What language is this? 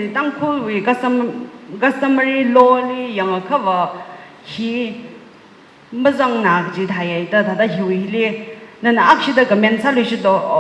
Tangkhul Naga (India)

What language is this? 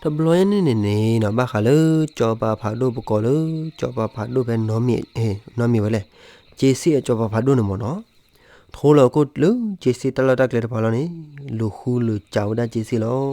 S'gaw Karen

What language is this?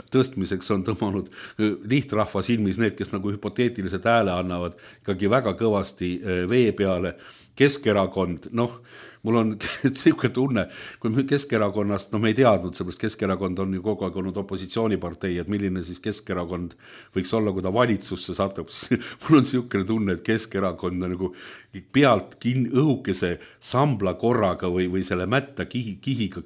Estonian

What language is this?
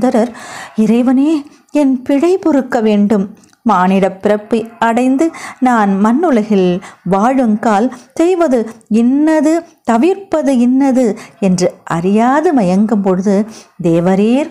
Tamil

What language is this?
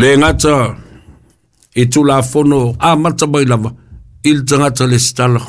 Samoan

